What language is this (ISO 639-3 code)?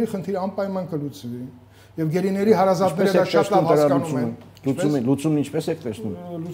hye